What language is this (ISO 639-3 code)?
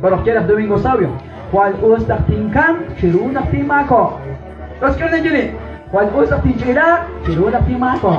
kek